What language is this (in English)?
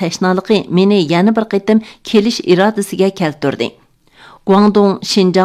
Uyghur